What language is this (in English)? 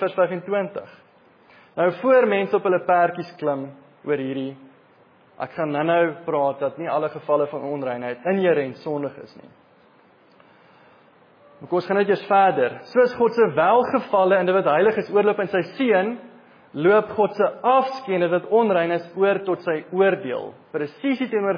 Afrikaans